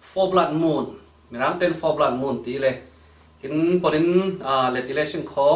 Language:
Falam Chin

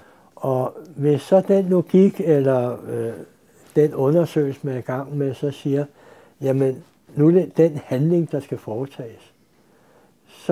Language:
Danish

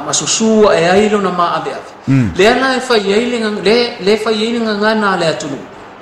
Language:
Samoan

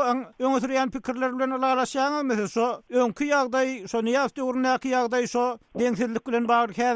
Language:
Turkmen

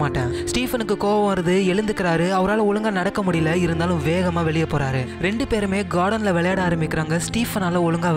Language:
Tamil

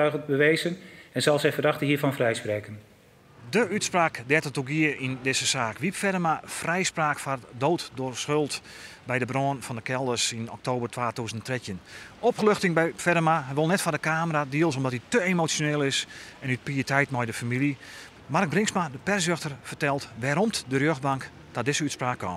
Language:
Western Frisian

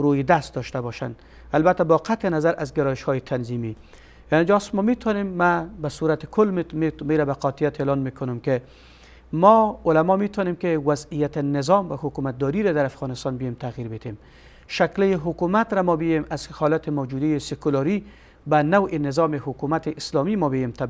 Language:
Persian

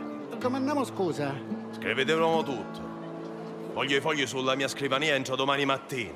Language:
Sicilian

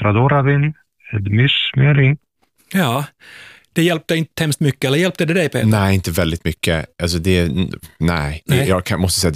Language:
Swedish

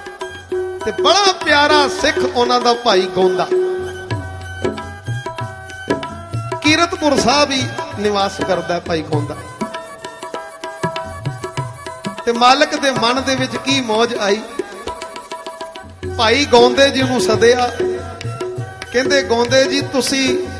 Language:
Punjabi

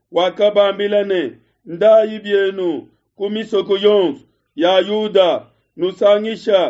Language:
Luba-Lulua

